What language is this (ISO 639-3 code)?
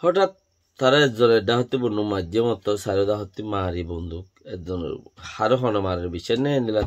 rhg